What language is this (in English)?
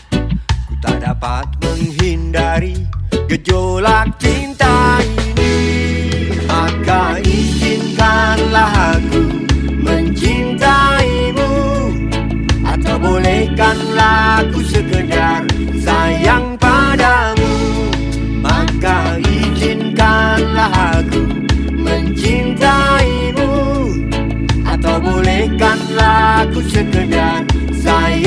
Indonesian